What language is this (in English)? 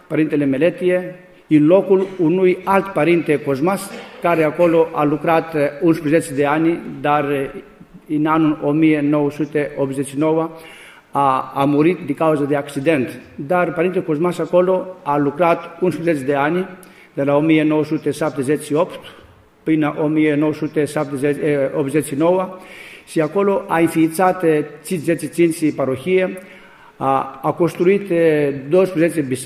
Romanian